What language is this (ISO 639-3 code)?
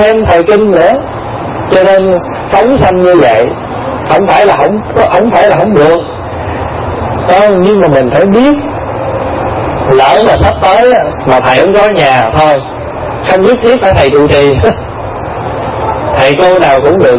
vie